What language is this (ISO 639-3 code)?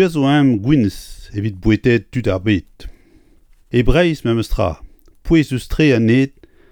bre